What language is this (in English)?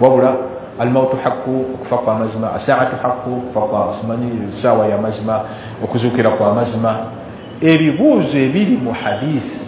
Ganda